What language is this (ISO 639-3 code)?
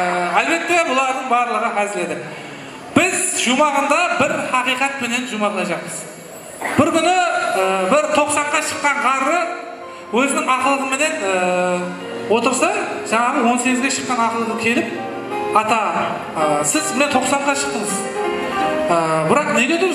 kaa